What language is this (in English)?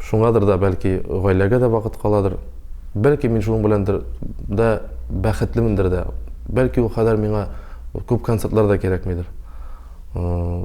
Tatar